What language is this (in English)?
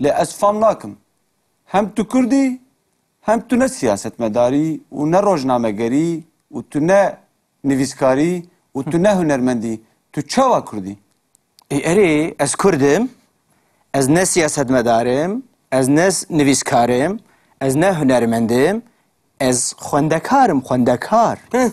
Kurdish